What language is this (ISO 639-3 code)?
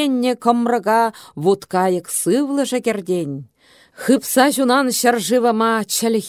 chv